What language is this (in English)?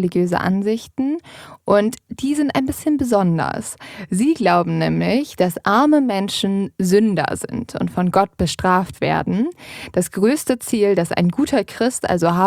German